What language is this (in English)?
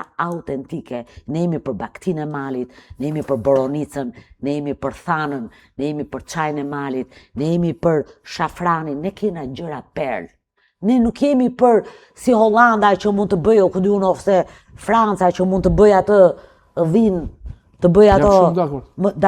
Albanian